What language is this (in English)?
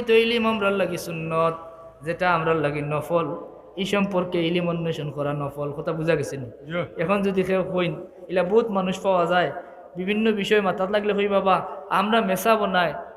Sylheti